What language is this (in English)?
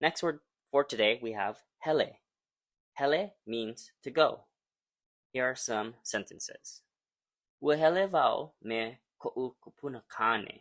Hawaiian